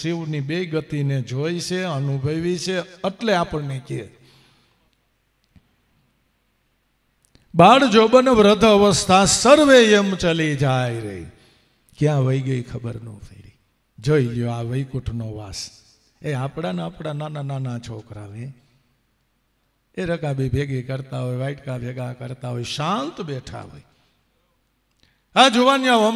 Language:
Gujarati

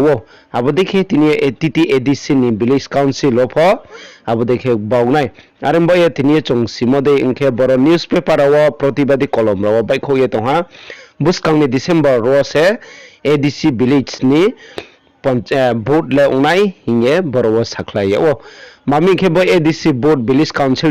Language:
Riang (India)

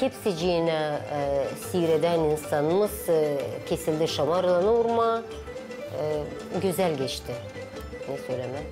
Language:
Gagauz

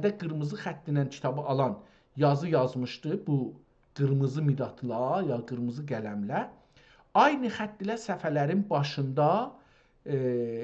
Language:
South Azerbaijani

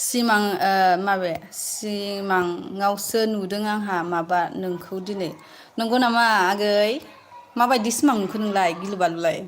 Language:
Bodo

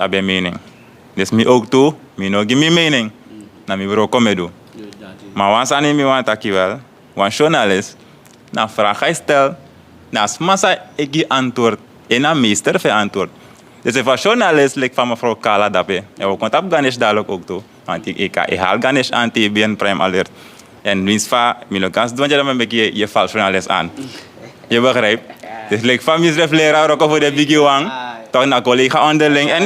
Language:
Sranan Tongo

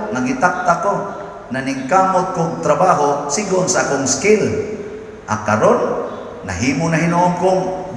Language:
Cebuano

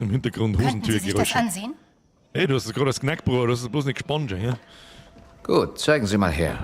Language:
Bavarian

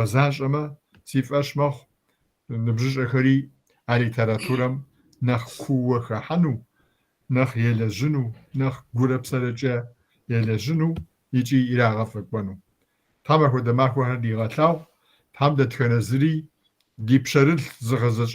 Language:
Kabardian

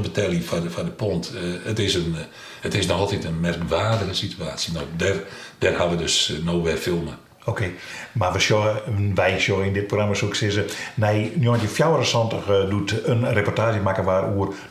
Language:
Western Frisian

